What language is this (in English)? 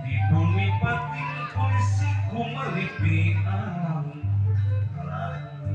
Sundanese